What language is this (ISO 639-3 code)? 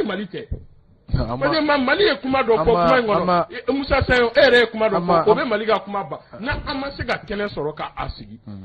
bam